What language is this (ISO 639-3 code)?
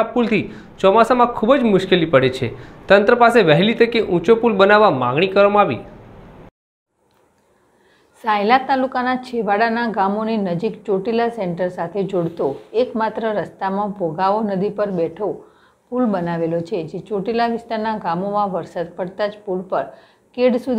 guj